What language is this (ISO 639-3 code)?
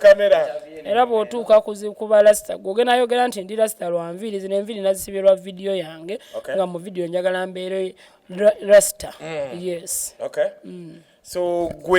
lug